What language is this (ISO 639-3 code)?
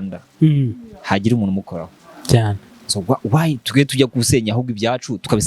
kin